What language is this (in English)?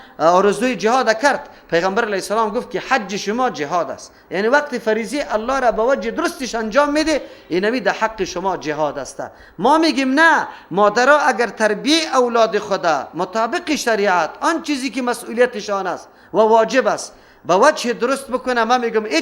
Persian